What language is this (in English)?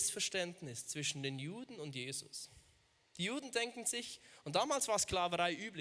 Swiss German